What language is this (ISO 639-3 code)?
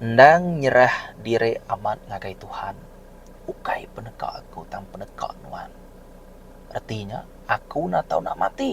iba